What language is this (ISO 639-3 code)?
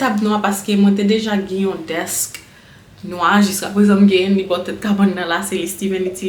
hat